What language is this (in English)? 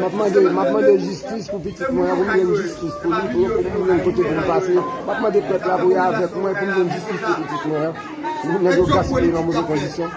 Haitian Creole